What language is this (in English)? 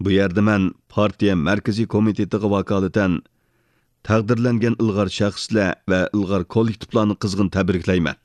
Uyghur